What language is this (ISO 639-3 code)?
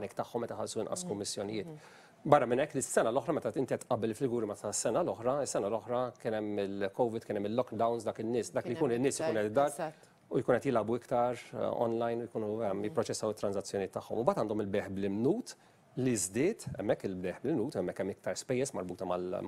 mlt